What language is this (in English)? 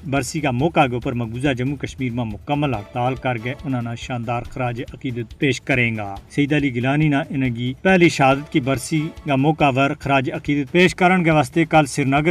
Gujari